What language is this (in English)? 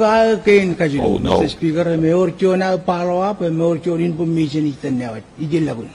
Marshallese